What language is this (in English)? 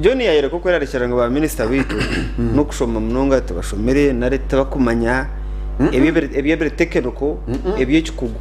Nyankole